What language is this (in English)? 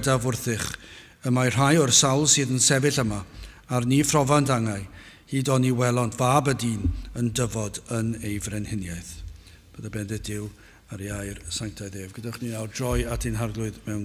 Welsh